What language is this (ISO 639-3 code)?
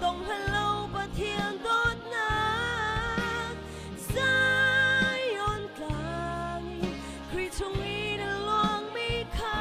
cnh